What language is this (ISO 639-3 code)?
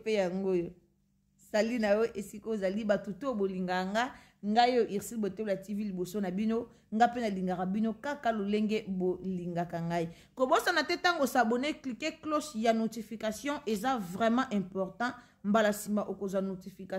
lin